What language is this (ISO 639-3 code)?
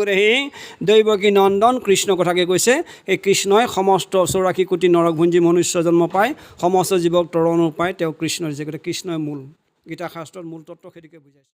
asm